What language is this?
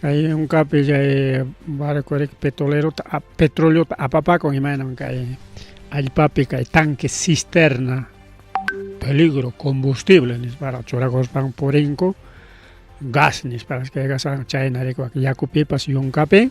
Ayacucho Quechua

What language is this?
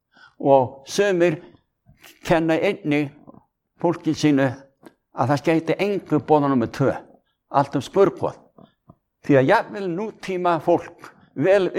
Icelandic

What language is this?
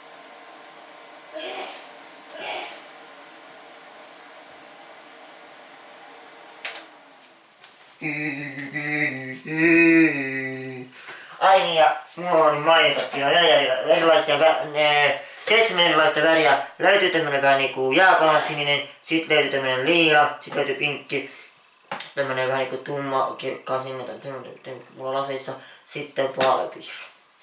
Finnish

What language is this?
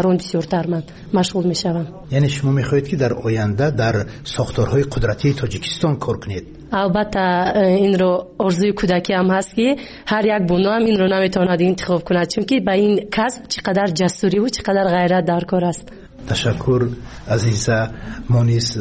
Persian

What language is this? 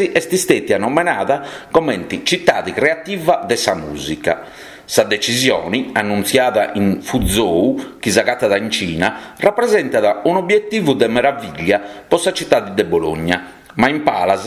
Sardinian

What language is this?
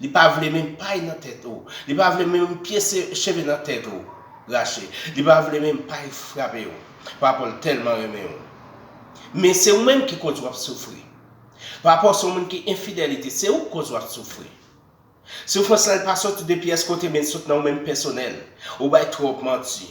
Haitian Creole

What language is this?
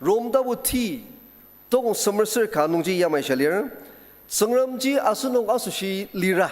Ao Naga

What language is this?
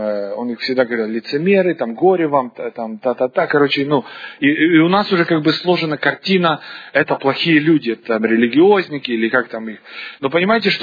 Russian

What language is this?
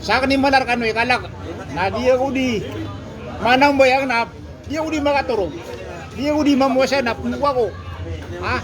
Maranao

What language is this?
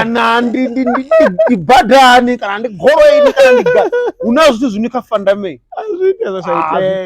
Venda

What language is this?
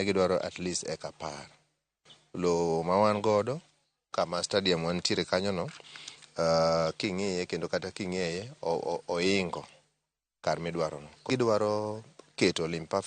Luo (Kenya and Tanzania)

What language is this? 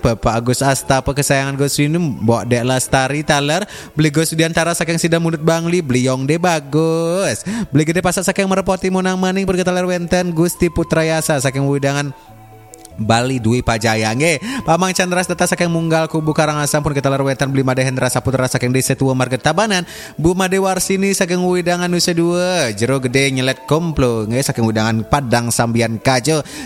Balinese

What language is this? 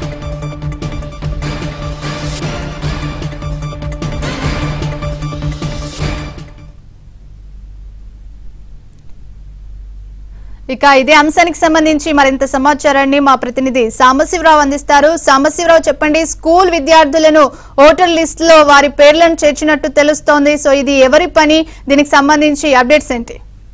Telugu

